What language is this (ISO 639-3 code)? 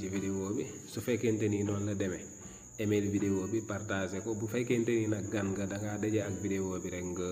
wol